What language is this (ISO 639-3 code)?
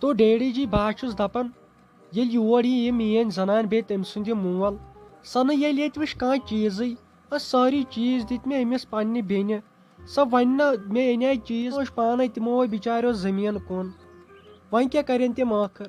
kas